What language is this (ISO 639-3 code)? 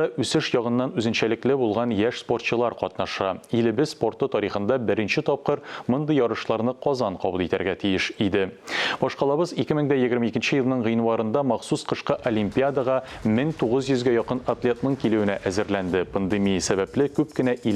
tat